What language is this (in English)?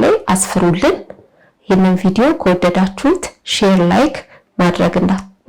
Amharic